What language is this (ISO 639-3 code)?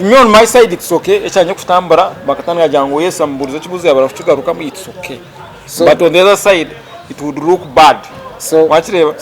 nyn